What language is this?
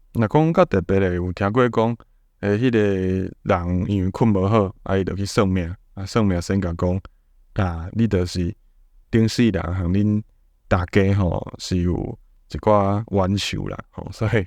Min Nan Chinese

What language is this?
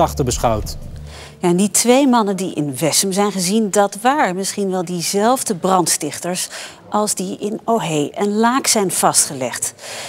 Dutch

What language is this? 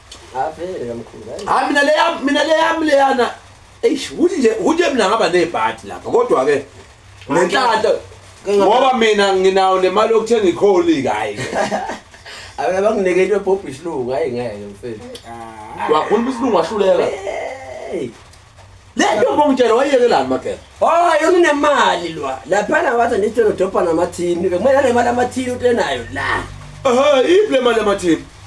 Zulu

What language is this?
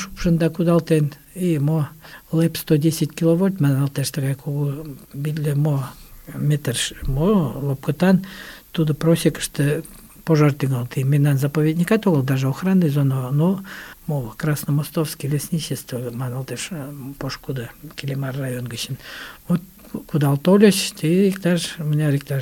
Mari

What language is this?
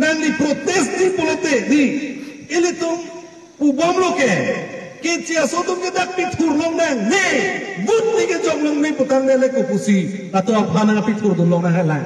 Karbi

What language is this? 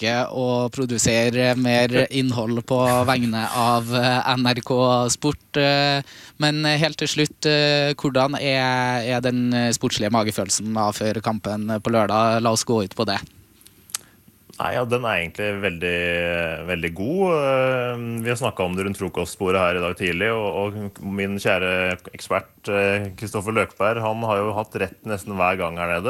Norwegian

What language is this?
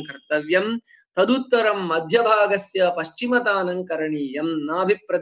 Sanskrit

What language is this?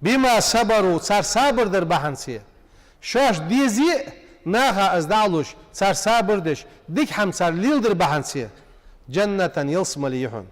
Ingush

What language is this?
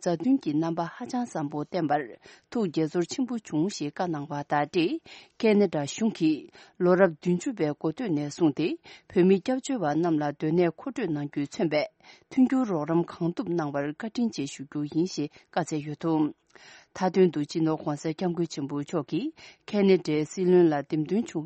Tibetan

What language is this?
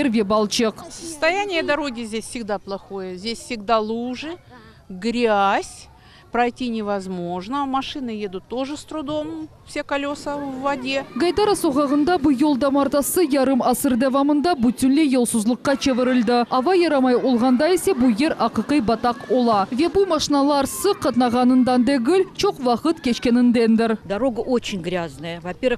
Crimean Tatar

